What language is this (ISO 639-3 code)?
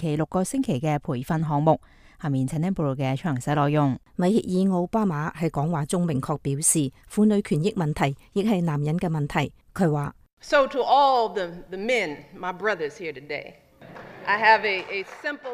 yue